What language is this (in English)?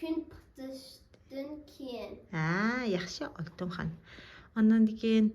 Uyghur